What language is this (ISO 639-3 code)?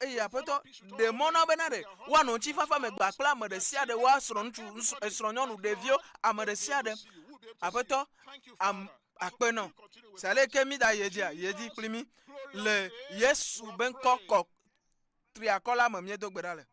ewe